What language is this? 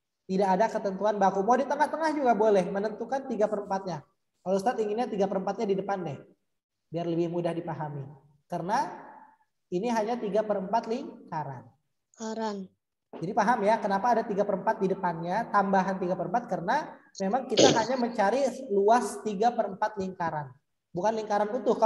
Indonesian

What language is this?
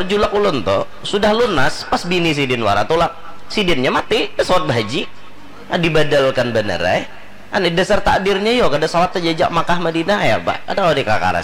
Banjar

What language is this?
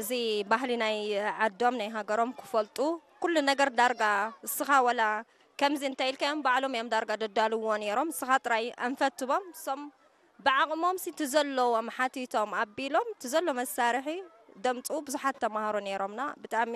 Tigrinya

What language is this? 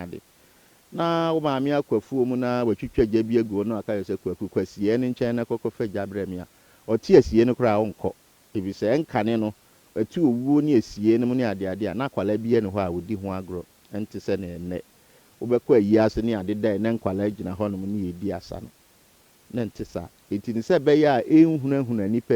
Akan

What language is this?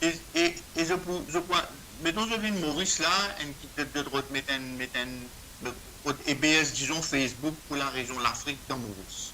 Morisyen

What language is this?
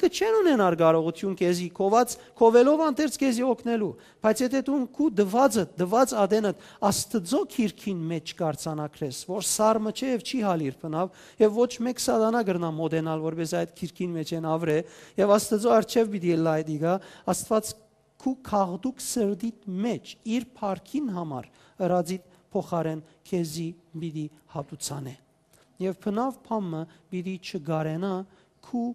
Western Armenian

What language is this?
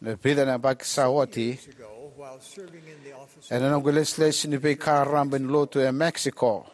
Fijian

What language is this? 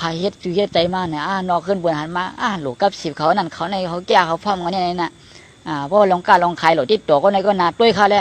Shan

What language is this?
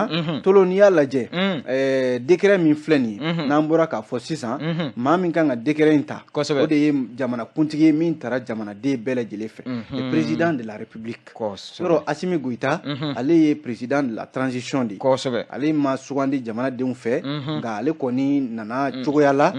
Bambara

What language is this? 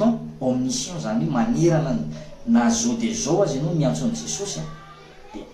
Malagasy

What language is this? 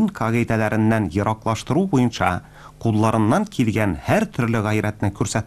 Tatar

